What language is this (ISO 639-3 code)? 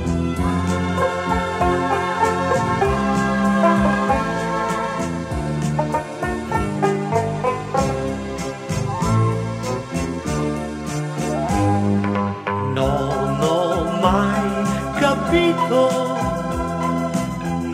ita